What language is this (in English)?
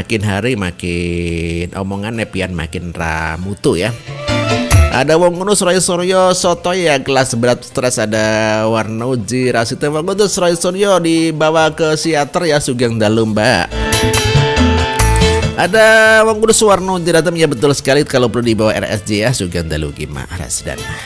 Indonesian